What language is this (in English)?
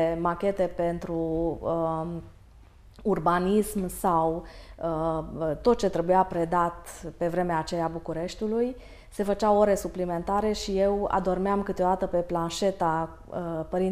Romanian